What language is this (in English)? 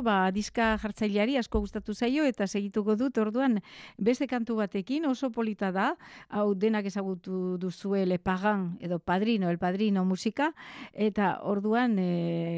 Basque